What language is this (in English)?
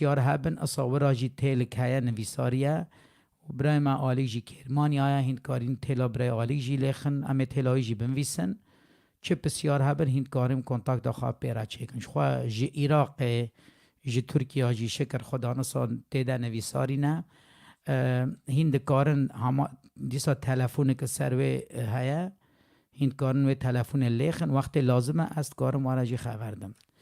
Kurdish